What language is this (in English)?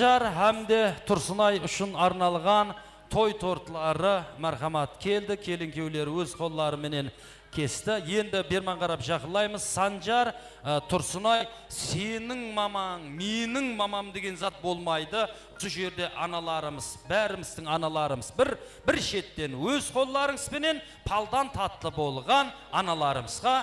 Kara-Kalpak